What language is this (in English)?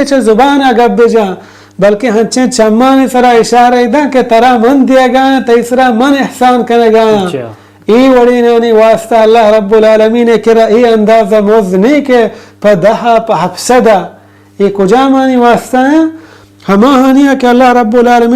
Baluchi